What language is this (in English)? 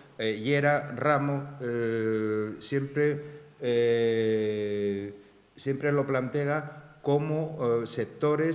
Asturian